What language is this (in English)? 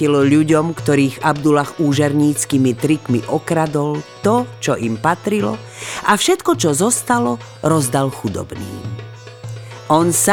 Slovak